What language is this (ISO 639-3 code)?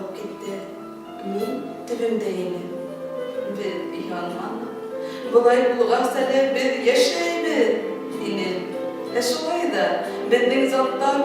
bak